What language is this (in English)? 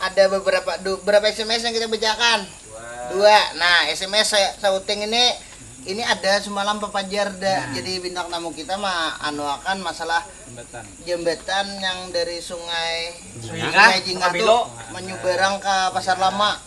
Banjar